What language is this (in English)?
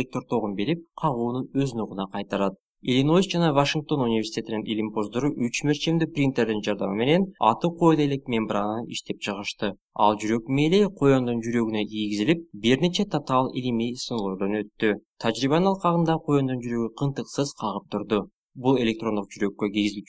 Kyrgyz